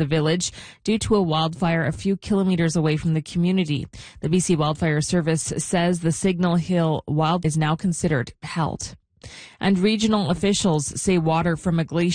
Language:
English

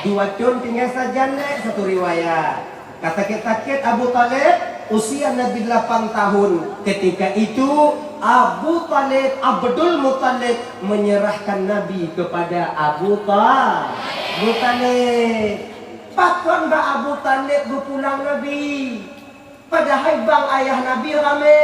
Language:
Achinese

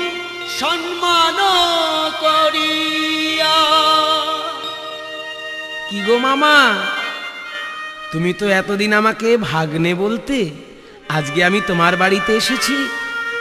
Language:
Bangla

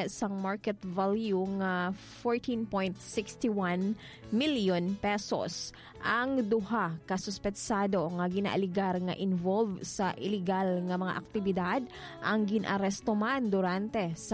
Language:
Hiligaynon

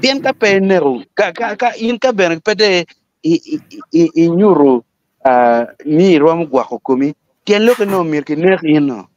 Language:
Acoli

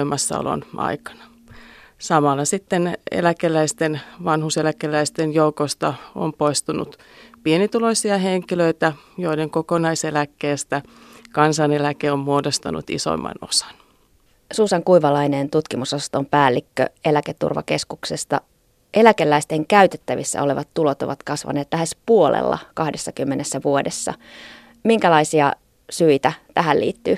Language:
Finnish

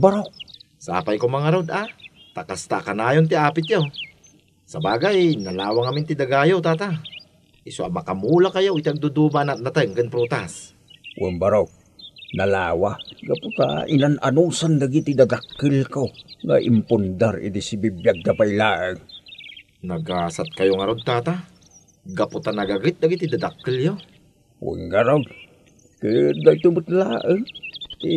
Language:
Iloko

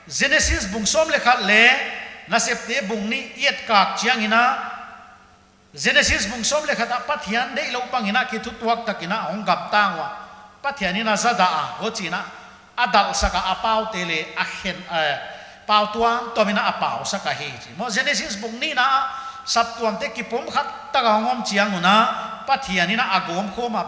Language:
Paite Chin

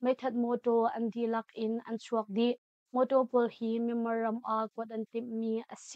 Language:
Hakha Chin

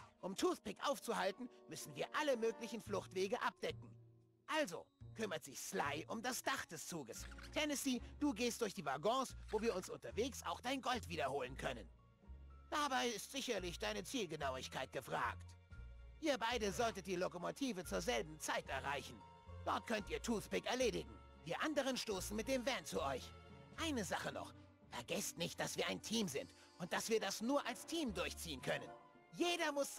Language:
German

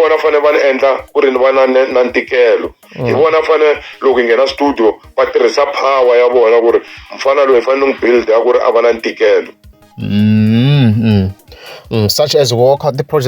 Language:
Tsonga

